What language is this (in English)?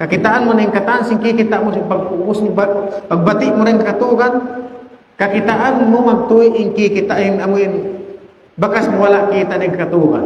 Tausug